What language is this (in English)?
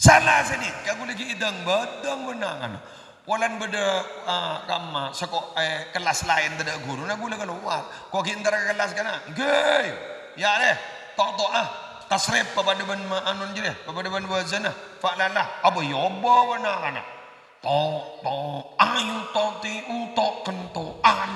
Madurese